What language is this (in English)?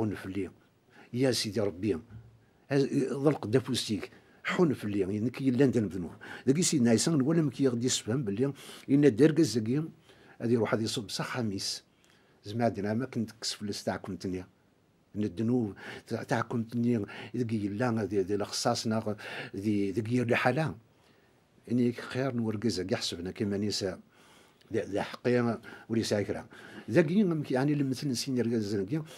Kabyle